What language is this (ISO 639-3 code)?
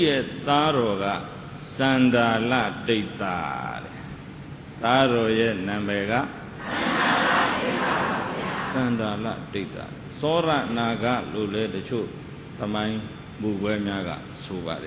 mya